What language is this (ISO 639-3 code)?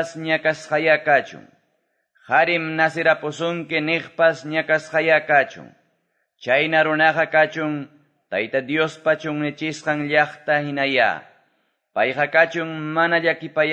que